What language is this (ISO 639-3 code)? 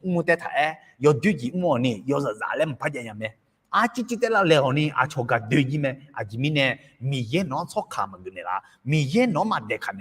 ahk